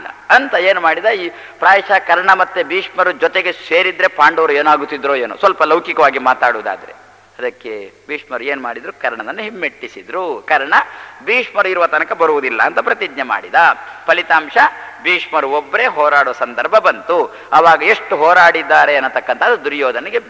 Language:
Kannada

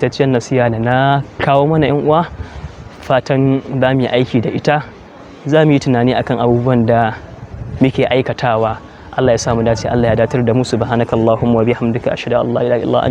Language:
Hausa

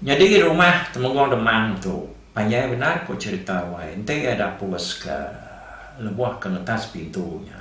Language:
Iban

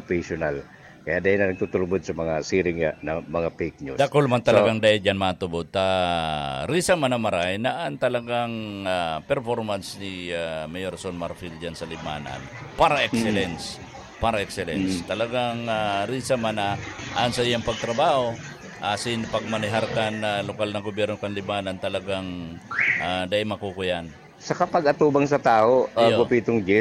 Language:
Bikol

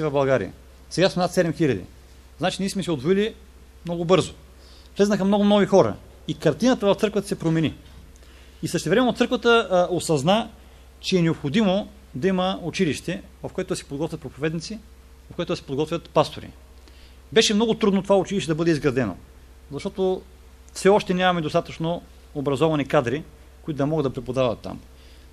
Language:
Bulgarian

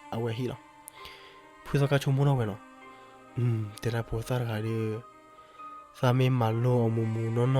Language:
S'gaw Karen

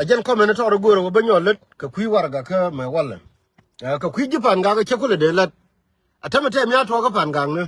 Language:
Nuer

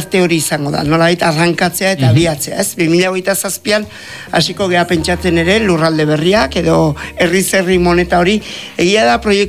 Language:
Basque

